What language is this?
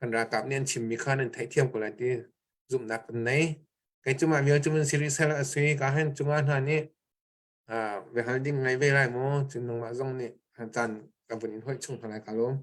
Hakha Chin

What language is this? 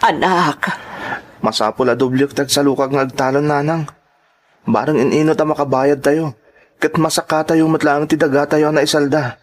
Iloko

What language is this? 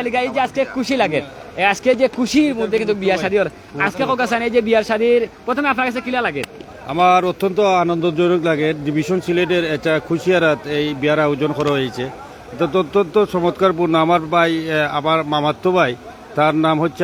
Sylheti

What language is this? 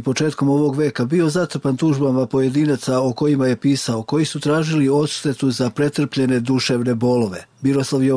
Serbian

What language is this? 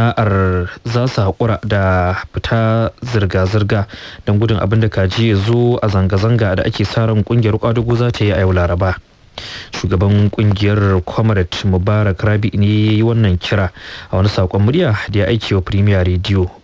Hausa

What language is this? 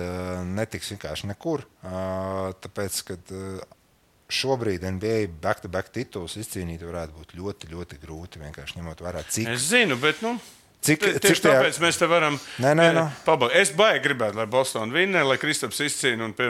Latvian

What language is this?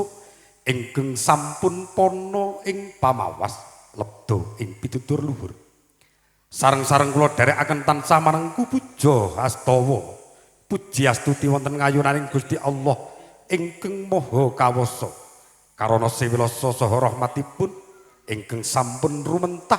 Javanese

